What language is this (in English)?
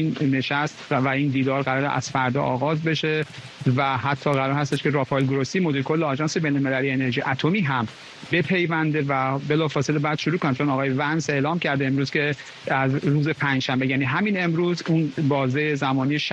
Persian